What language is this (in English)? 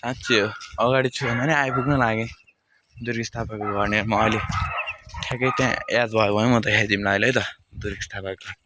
Nepali